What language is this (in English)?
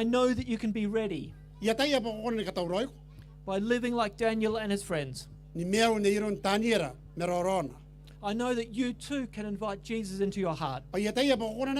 Gilbertese